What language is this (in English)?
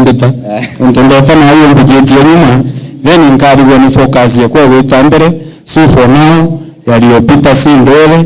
Meru